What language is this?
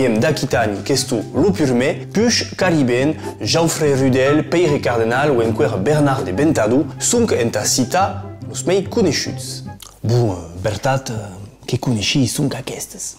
Occitan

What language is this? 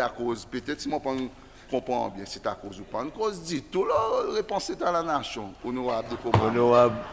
Seselwa Creole French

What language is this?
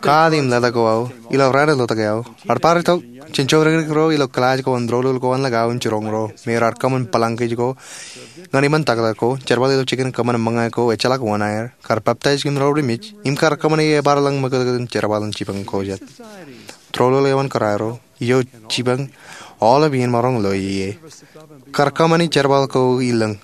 Marshallese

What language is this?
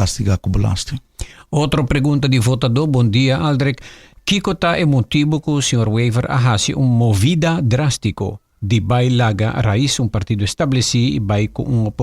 Papiamento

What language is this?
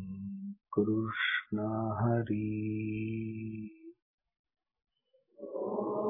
Marathi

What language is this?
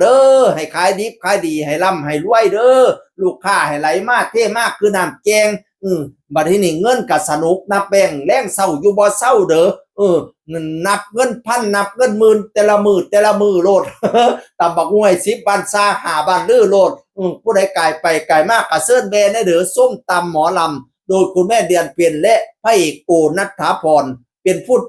Northeastern Thai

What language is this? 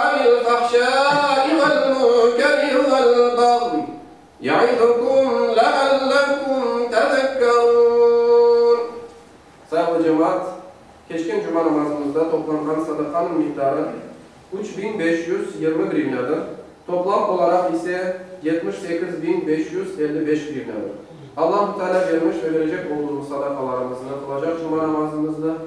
Crimean Tatar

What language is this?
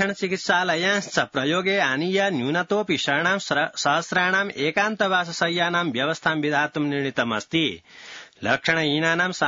Sanskrit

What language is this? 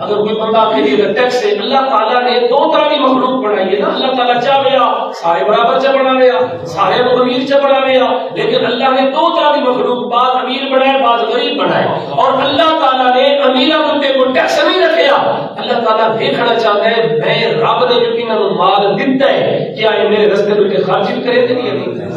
Saraiki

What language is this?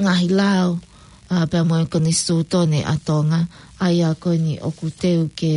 Tongan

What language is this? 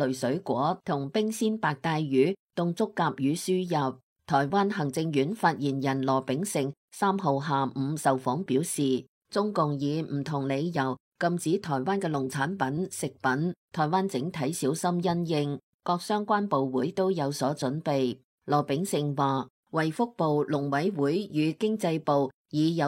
Cantonese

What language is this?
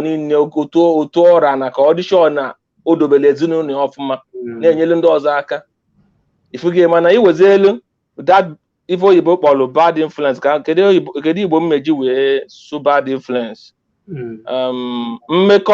Igbo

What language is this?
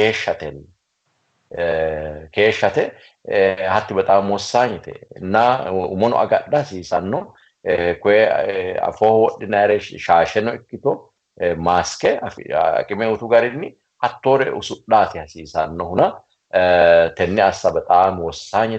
Sidamo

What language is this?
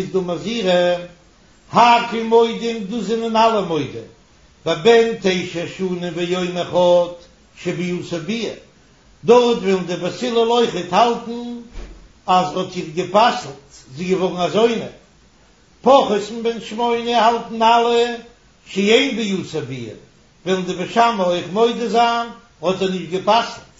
Yiddish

